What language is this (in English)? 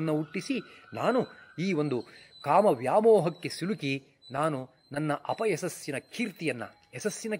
Kannada